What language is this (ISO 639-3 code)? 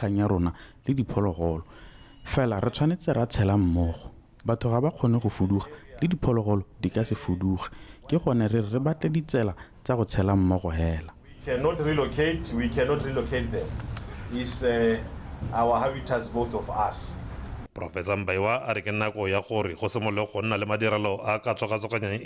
tsn